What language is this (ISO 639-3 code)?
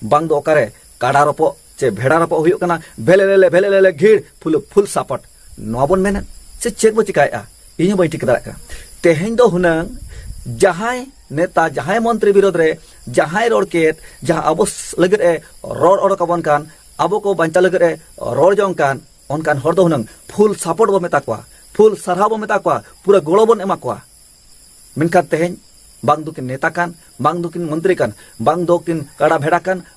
sat